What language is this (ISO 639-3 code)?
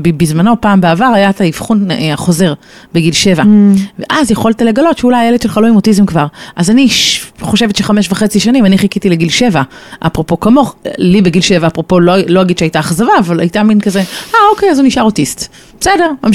heb